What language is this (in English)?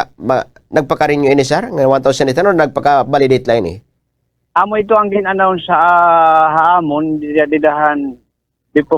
Waray